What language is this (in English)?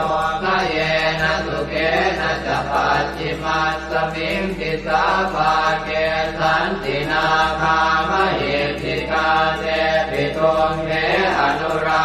Pali